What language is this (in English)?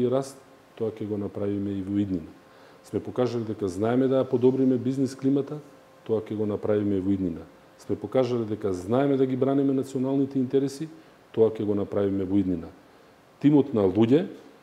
Macedonian